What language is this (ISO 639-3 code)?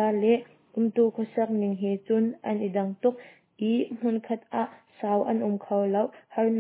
cnh